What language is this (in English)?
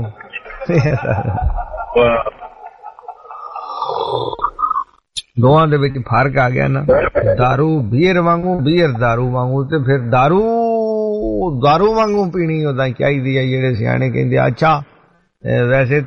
Punjabi